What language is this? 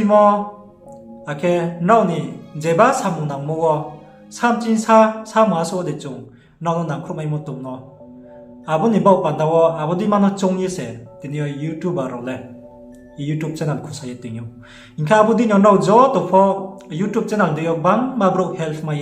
Riang (India)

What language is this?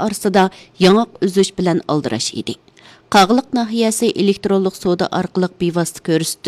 Uyghur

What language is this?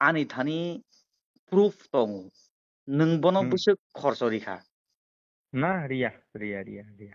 Kok Borok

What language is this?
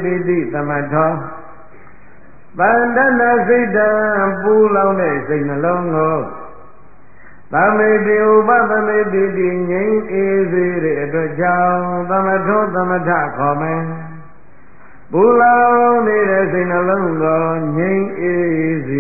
Burmese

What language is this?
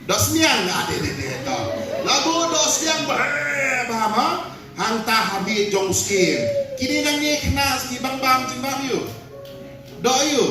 Khasi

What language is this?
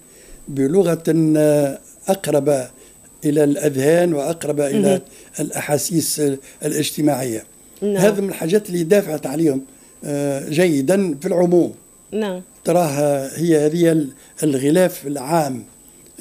Tunisian Arabic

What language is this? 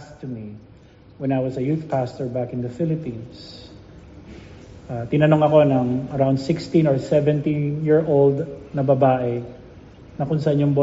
Filipino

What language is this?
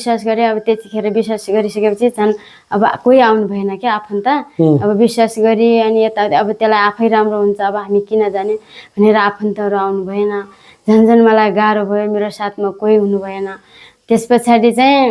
Nepali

